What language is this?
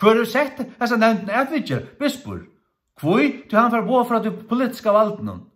Faroese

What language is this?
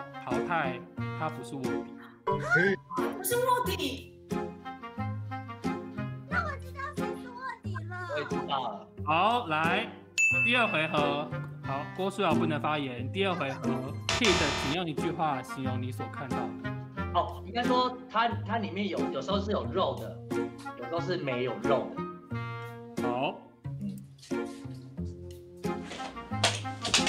Chinese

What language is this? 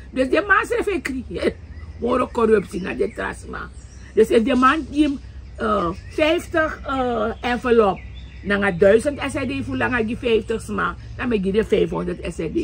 Sranan Tongo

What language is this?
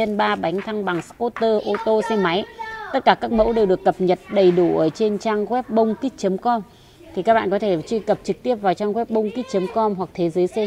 Vietnamese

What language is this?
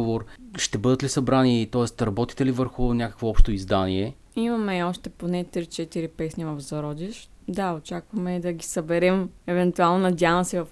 Bulgarian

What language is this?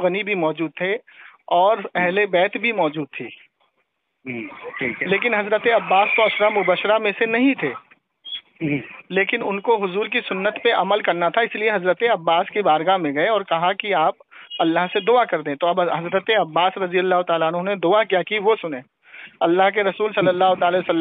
Urdu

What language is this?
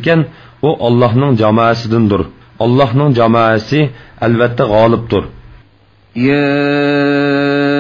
Uyghur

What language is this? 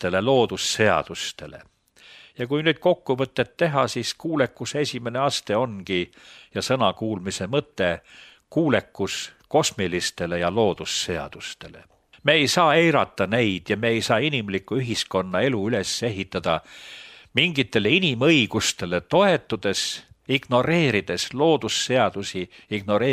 Estonian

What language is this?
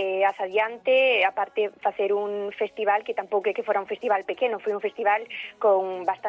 Galician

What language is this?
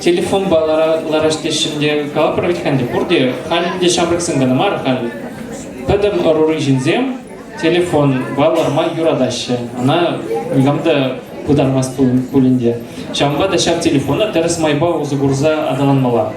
Chuvash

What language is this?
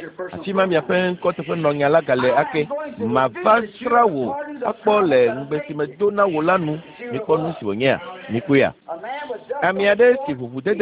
Ewe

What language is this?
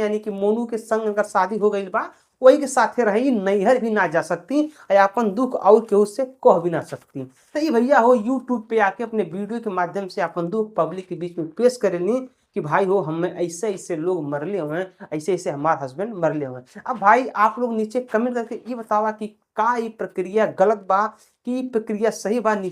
Bhojpuri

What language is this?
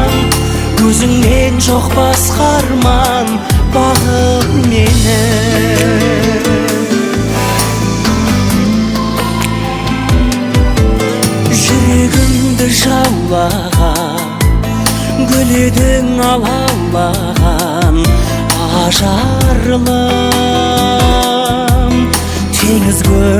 Kazakh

